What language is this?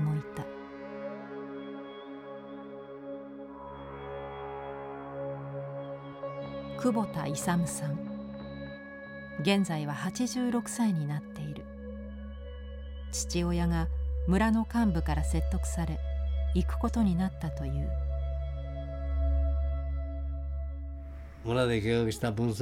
Japanese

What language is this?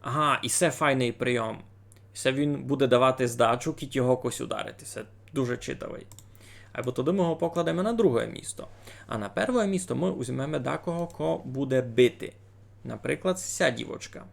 Rusyn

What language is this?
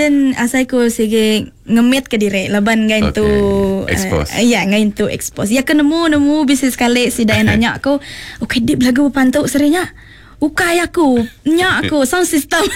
Iban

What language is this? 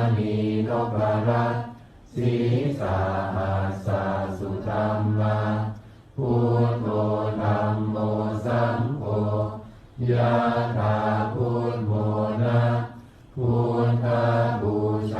Pali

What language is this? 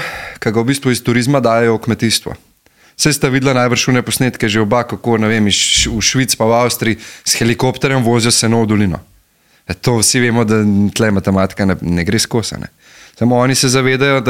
Slovenian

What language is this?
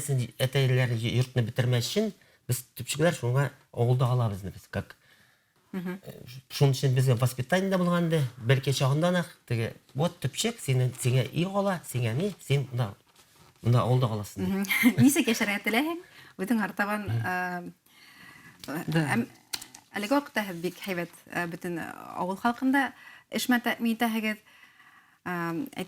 Bashkir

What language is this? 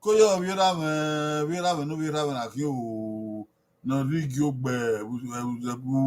Bini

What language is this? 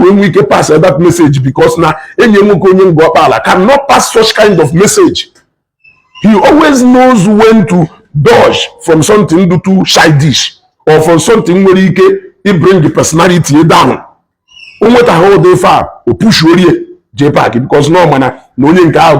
Igbo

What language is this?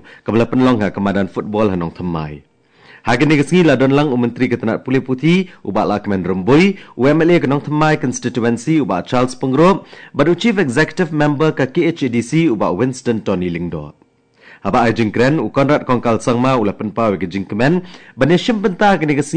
Khasi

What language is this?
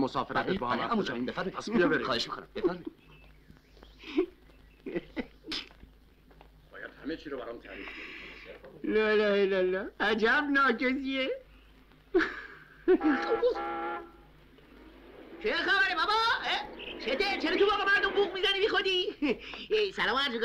Persian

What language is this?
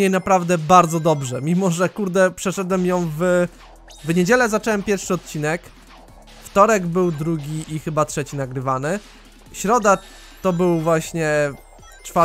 Polish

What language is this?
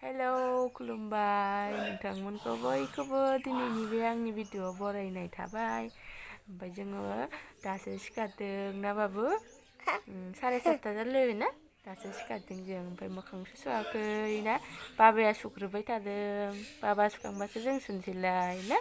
Bodo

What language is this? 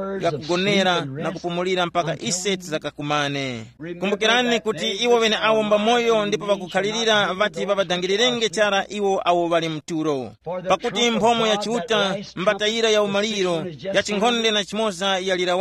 Tumbuka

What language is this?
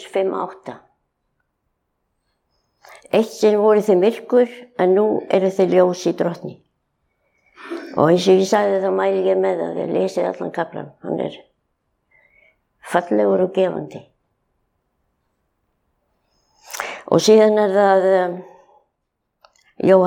Icelandic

